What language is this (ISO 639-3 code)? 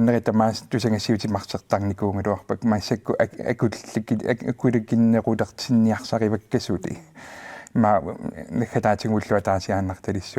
kal